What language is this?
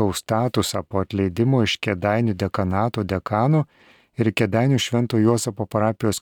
Lithuanian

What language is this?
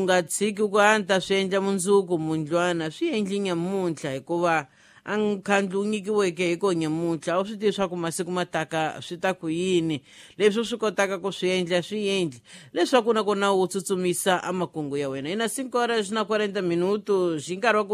Tsonga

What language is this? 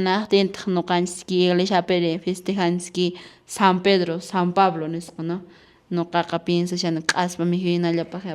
Quechua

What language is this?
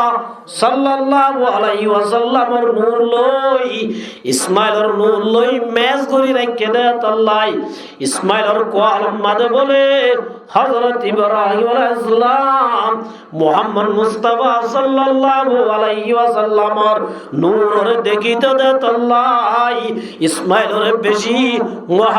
Rohingya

